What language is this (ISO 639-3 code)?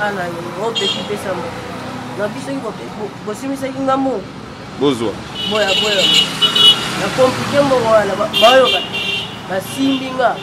lin